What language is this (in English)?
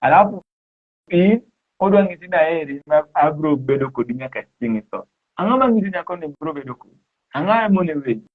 Luo (Kenya and Tanzania)